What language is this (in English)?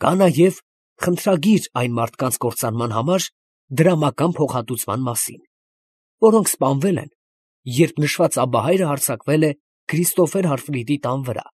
Armenian